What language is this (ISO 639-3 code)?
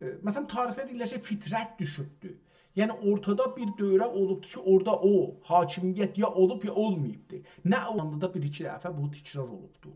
azb